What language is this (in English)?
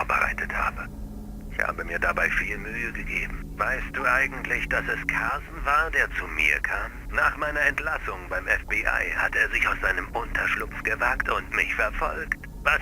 Bavarian